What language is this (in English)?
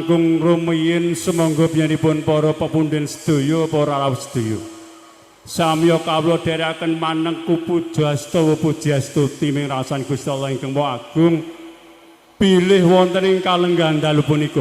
Javanese